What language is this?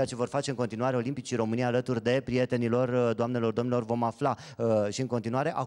Romanian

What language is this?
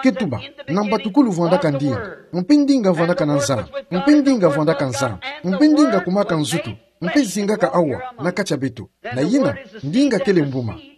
Kituba (Democratic Republic of Congo)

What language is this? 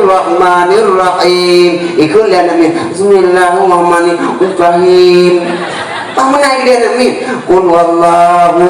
Achinese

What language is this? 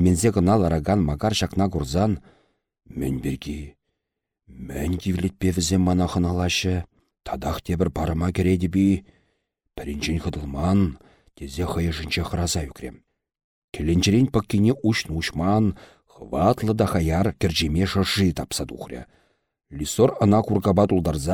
Chuvash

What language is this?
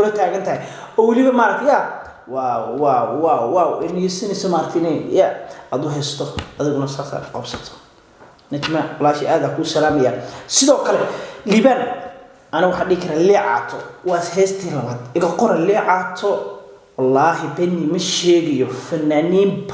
Somali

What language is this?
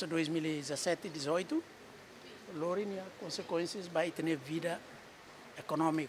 Tetum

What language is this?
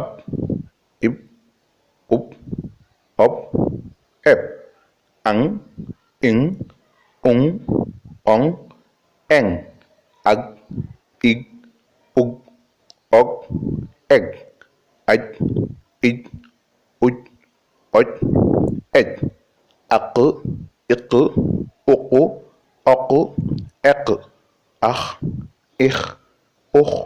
Wolof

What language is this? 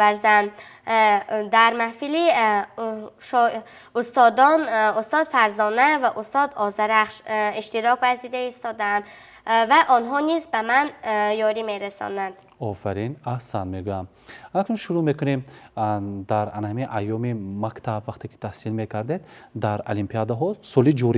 Tajik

